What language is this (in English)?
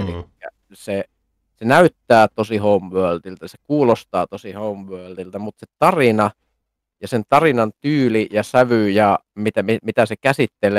Finnish